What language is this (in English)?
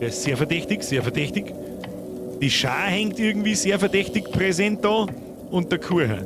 Bavarian